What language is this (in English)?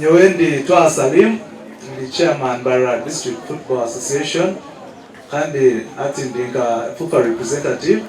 Nyankole